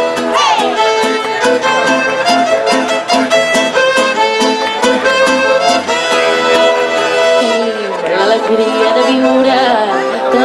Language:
Catalan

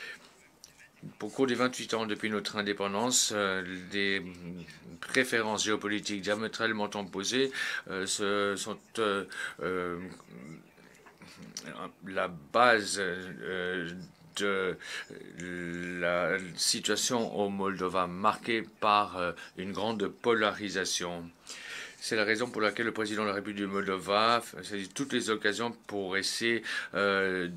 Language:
French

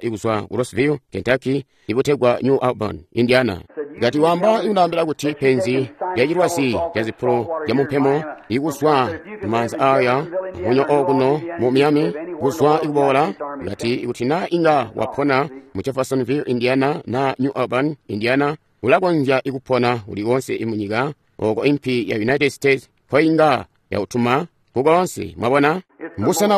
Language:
Tonga (Zambia)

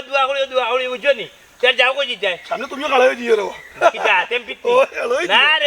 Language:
Sylheti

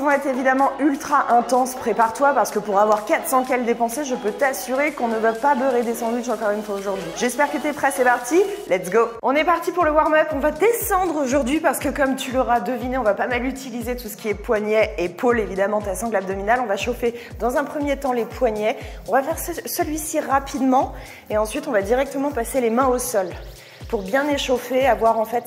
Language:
French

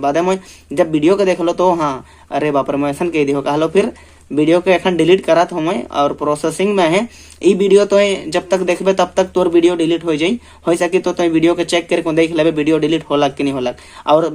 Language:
Sadri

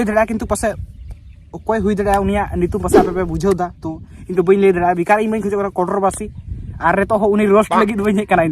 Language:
Santali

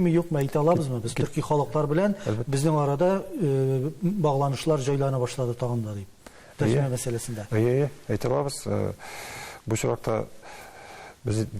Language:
Tatar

